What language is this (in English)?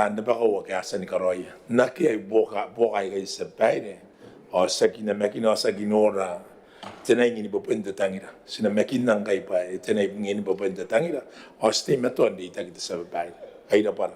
Gilbertese